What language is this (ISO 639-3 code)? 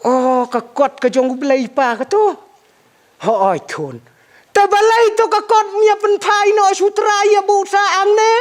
kha